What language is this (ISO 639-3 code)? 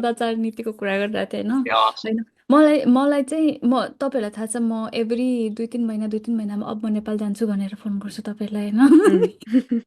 nep